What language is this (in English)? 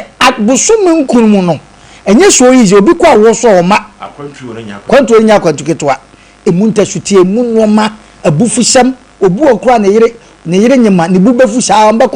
Akan